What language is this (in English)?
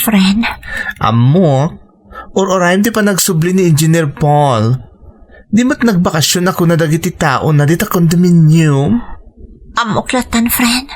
Iloko